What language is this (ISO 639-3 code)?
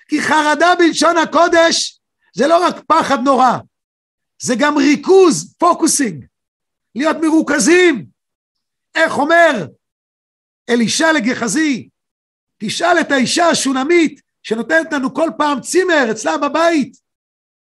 heb